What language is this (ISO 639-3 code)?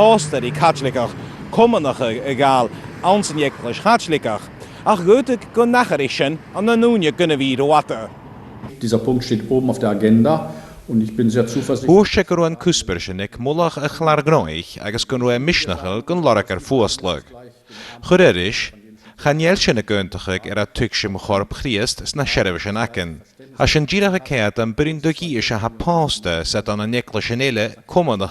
gla